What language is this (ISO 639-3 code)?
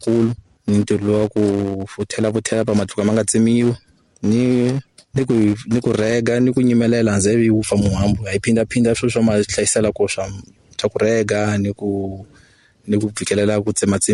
tso